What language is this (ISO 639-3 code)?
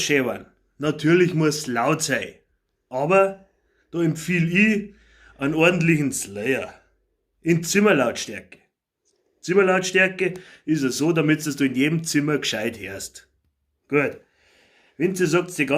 bar